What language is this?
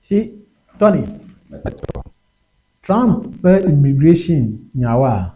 Ewe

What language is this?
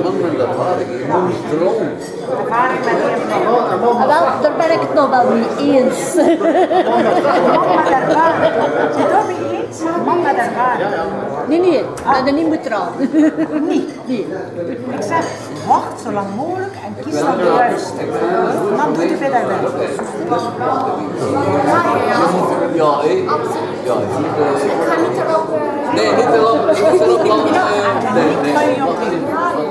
Dutch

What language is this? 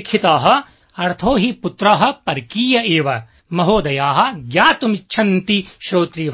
Sanskrit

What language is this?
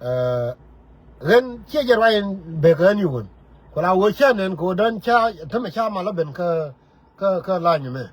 Nuer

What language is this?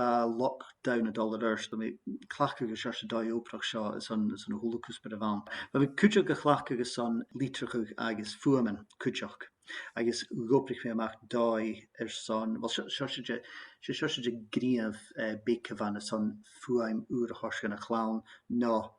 Scottish Gaelic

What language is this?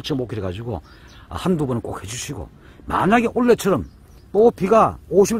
Korean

